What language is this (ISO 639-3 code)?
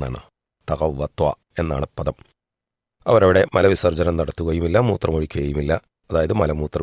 mal